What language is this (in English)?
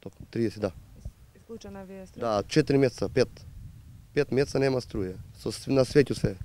Macedonian